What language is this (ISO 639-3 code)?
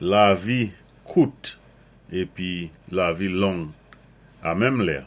acf